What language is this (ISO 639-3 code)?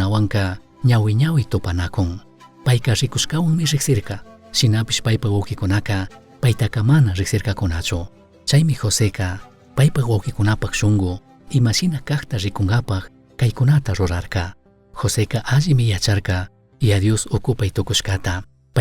qug